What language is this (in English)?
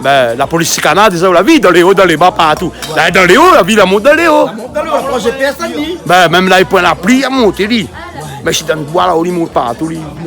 Réunion Creole French